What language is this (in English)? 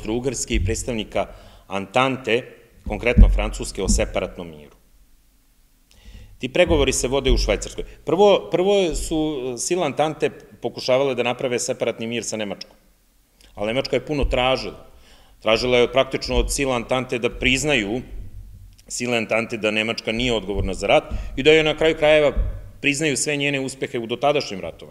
Serbian